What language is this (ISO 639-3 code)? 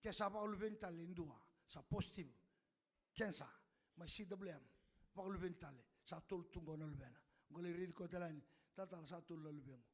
fij